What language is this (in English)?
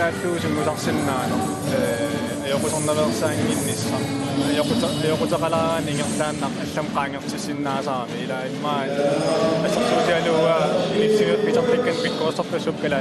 Kalaallisut